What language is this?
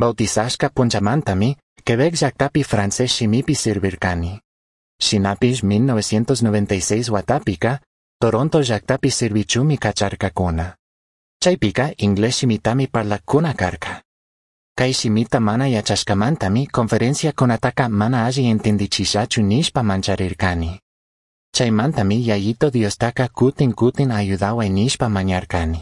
Chimborazo Highland Quichua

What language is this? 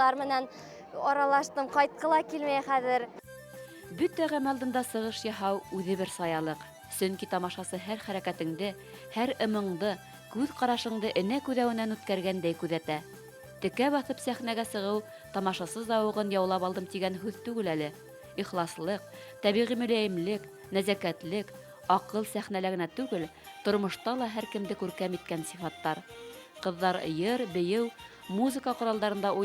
Bashkir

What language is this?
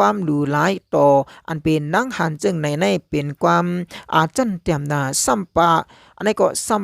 Shan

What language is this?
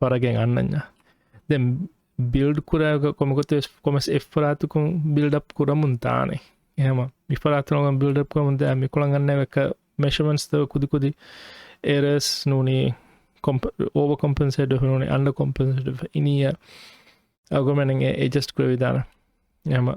Divehi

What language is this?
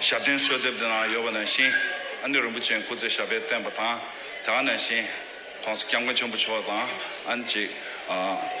Tibetan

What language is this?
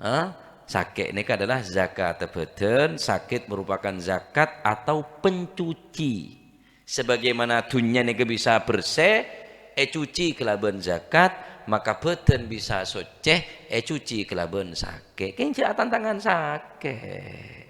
Madurese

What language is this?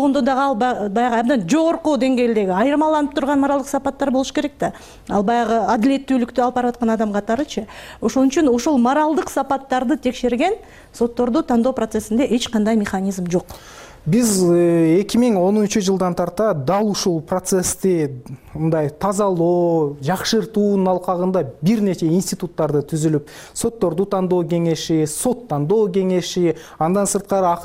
Kyrgyz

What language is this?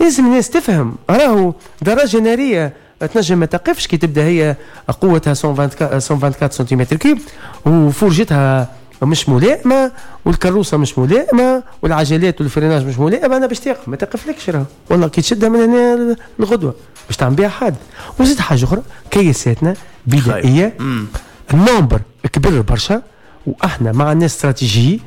Tunisian Arabic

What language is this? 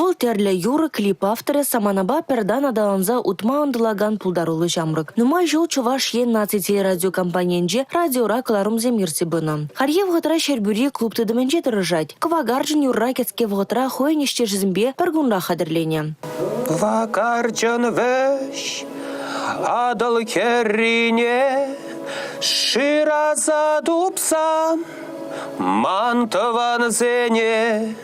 Chuvash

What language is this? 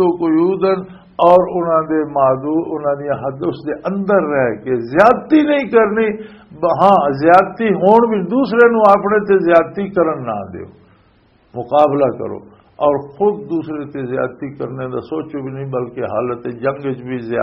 Western Panjabi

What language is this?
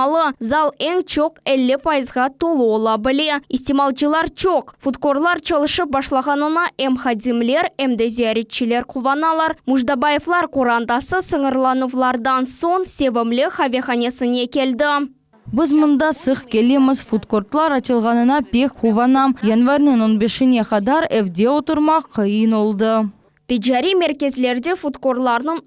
Crimean Tatar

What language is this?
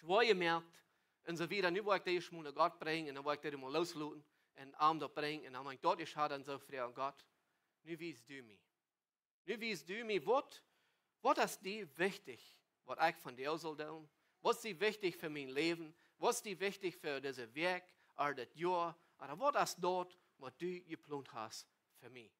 Plautdietsch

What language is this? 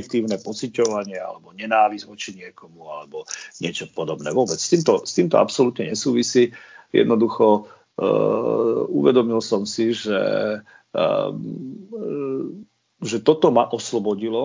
Slovak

